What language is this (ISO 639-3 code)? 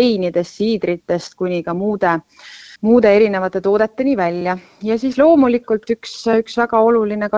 est